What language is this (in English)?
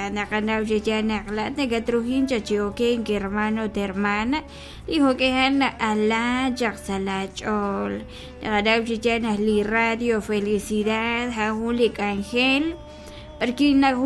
Kekchí